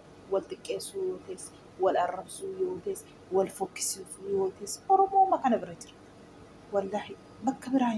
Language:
Oromo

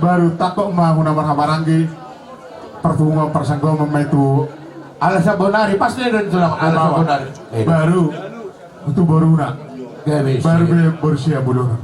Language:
Batak Toba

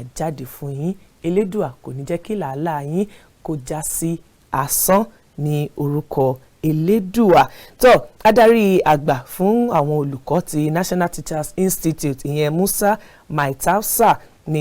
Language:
Yoruba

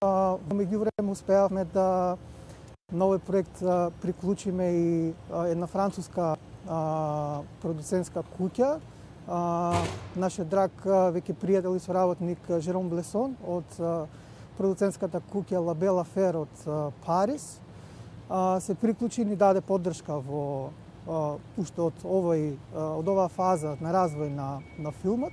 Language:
Macedonian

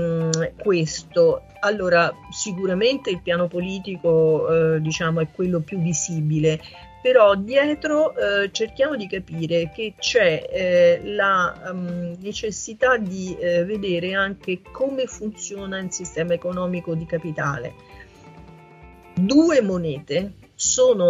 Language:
Italian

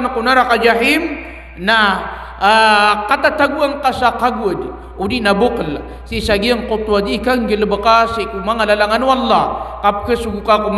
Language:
Maranao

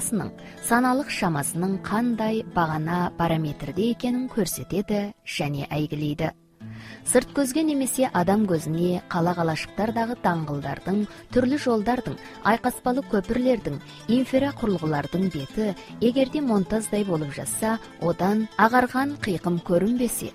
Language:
Kazakh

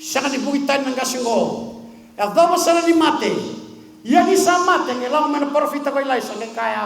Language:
Fijian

